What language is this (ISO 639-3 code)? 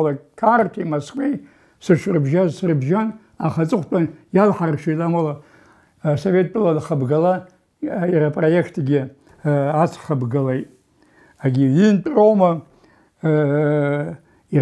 abk